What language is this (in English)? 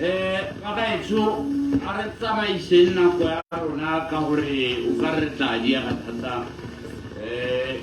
Tswana